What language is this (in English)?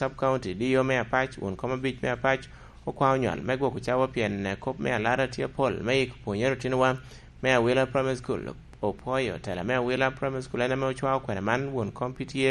Lango (Uganda)